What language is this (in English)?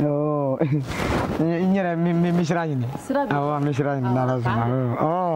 Bambara